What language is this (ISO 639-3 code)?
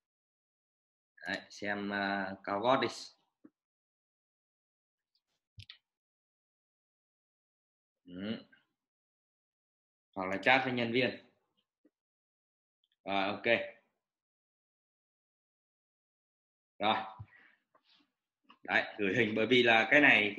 vie